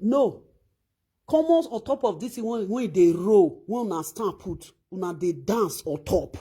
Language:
Nigerian Pidgin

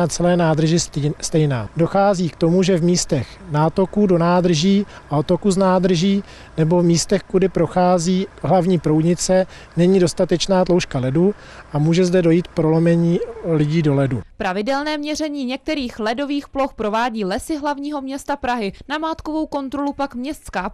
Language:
Czech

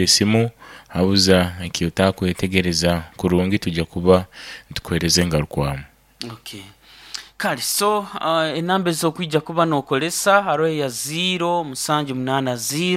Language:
Nyoro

